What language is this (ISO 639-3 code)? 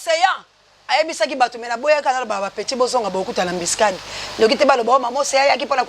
lin